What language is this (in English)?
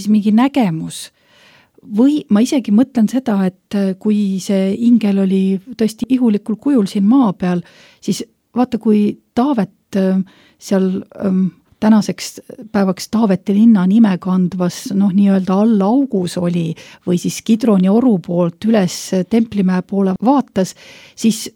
Estonian